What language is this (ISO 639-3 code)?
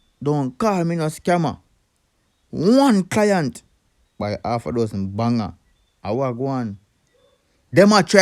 jam